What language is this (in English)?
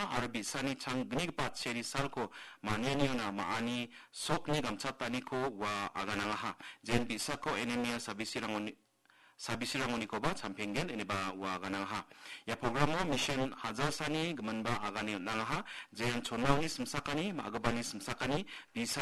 Garo